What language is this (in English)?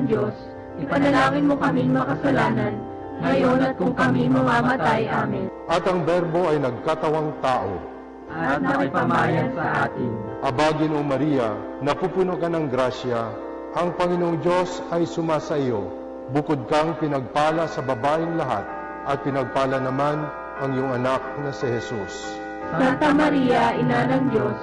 Filipino